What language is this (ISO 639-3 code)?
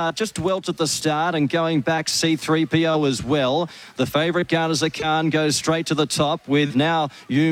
eng